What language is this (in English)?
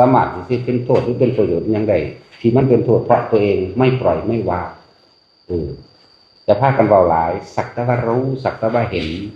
Northeastern Thai